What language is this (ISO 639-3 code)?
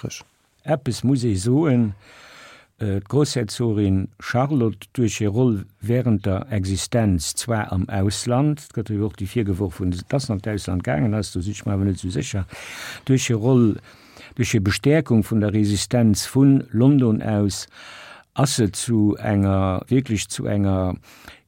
ltz